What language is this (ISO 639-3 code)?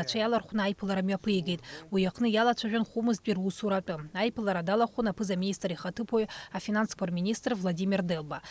abk